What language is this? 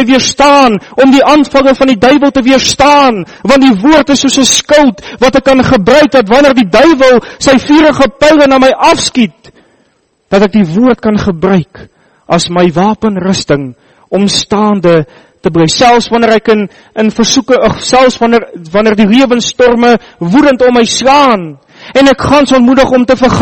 Afrikaans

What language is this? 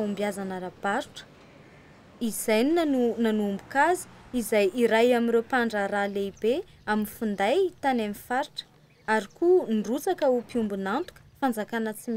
Malagasy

